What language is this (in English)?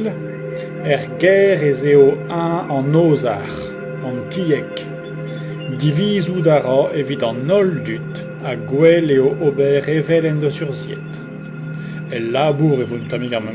Breton